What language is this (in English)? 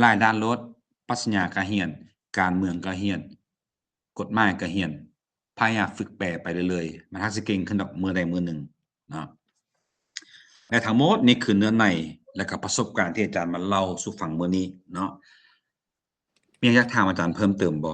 Lao